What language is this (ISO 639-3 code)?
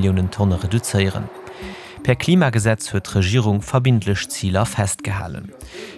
ltz